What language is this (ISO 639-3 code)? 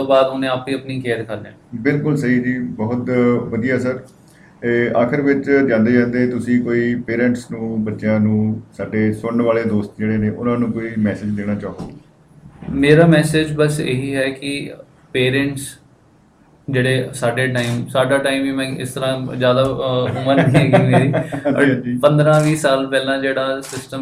pan